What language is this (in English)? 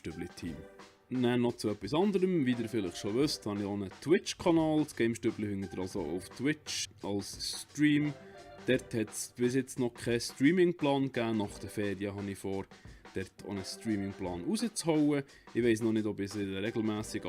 Swiss German